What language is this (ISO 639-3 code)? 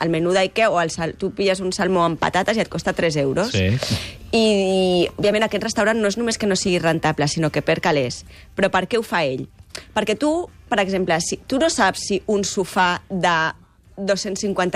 cat